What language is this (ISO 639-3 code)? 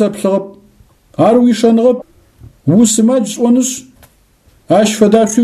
ady